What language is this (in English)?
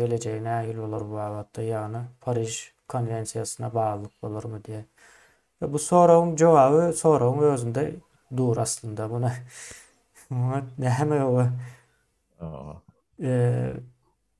Turkmen